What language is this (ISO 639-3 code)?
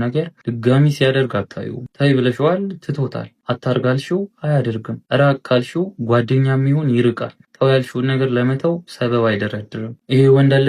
amh